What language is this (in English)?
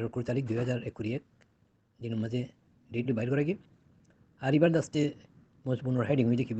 Rohingya